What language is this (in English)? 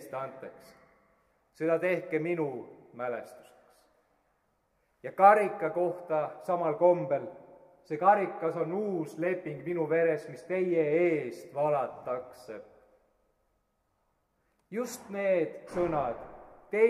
Estonian